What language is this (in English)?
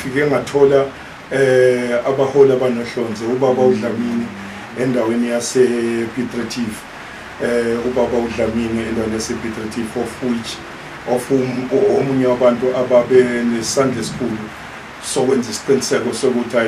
Zulu